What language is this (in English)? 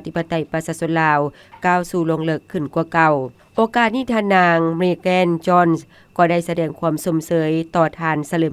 Lao